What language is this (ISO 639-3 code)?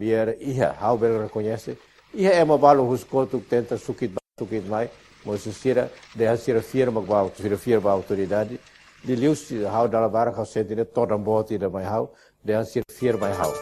tet